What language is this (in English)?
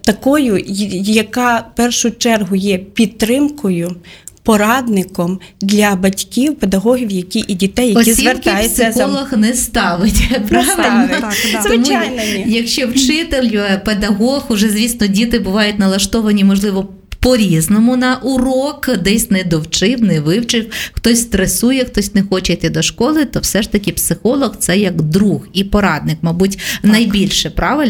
Ukrainian